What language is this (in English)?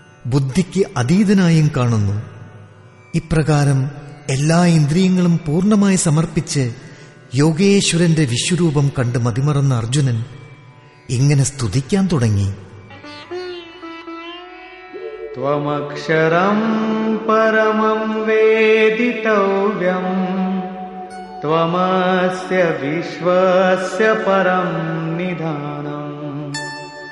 Malayalam